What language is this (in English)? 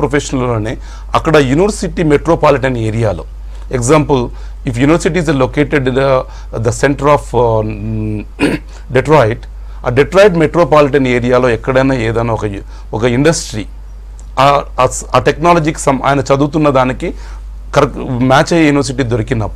Telugu